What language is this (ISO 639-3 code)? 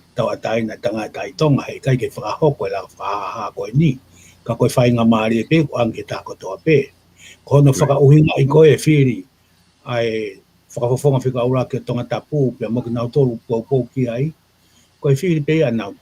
ton